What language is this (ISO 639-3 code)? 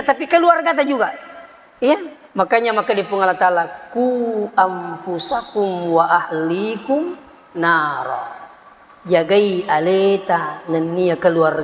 bug